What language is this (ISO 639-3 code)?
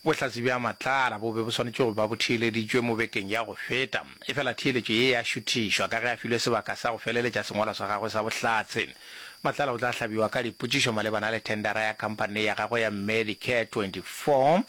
nso